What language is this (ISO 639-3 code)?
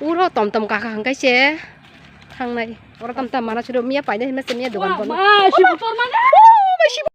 trp